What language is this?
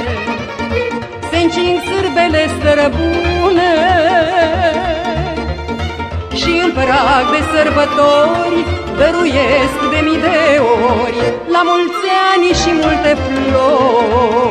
Romanian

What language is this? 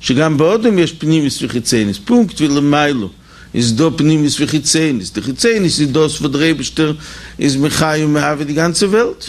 Yiddish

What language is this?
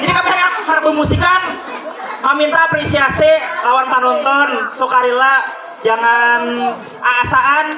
Banjar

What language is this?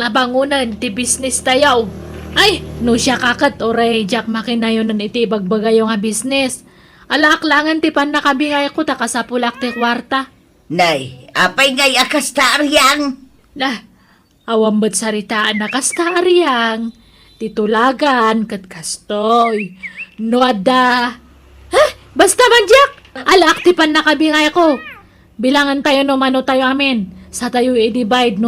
Iloko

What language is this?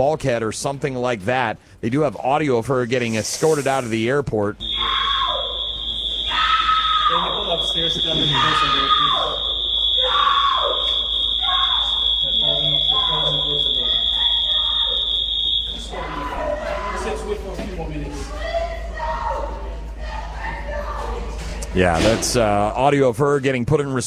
English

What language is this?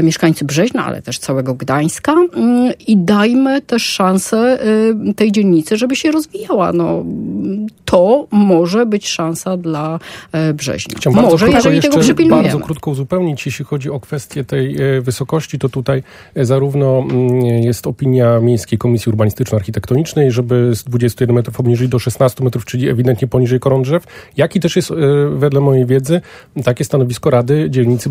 Polish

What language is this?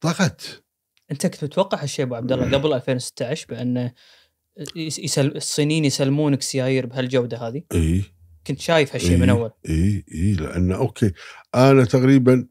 Gulf Arabic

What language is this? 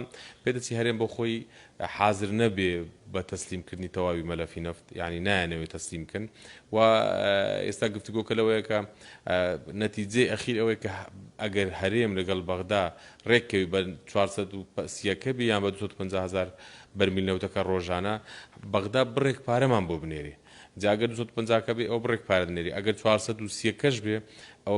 Central Kurdish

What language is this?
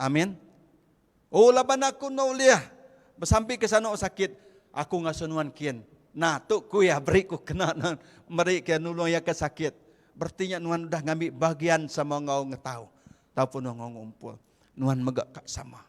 Iban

